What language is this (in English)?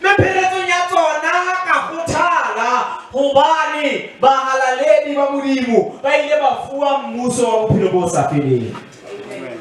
Southern Sotho